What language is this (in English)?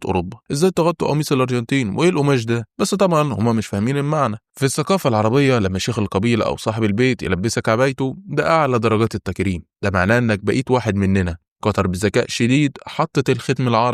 Egyptian Arabic